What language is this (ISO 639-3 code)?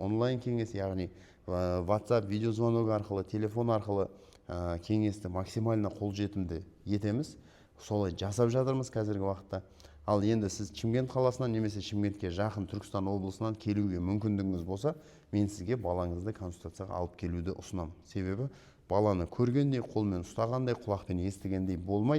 kaz